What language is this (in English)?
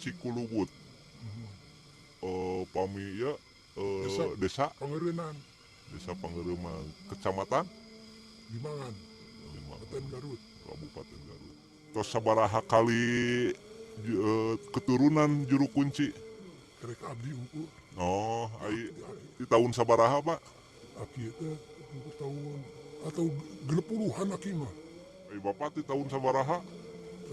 Sundanese